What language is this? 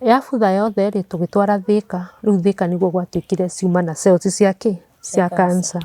Kikuyu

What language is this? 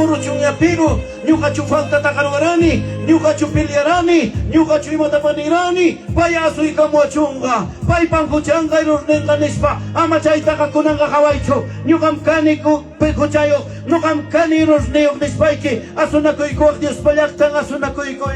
Ayacucho Quechua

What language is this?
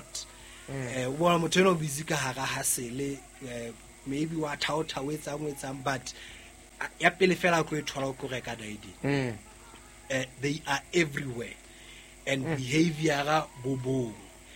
Southern Sotho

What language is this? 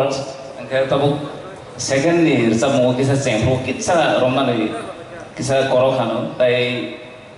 Kok Borok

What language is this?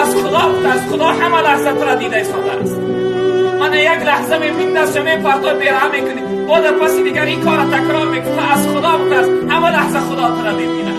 Tajik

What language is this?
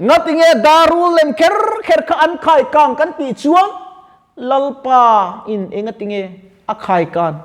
Mizo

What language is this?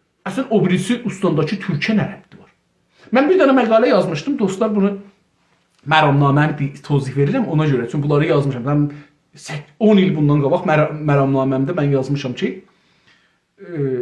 South Azerbaijani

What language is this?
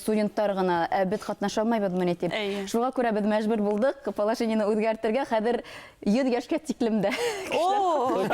Bashkir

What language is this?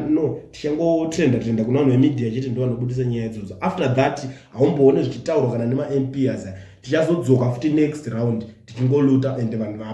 Shona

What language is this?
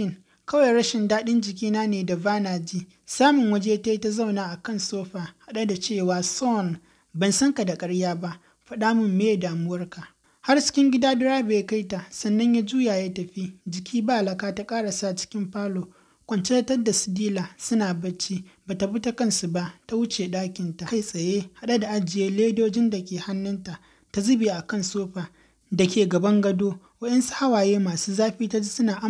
Hausa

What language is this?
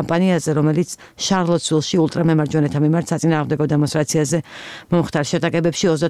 Georgian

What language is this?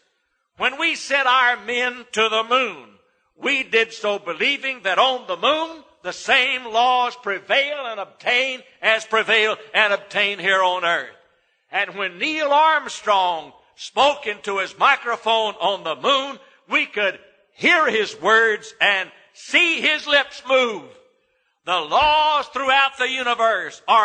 English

